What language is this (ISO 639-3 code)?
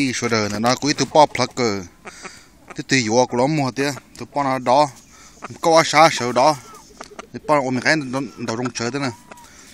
hmn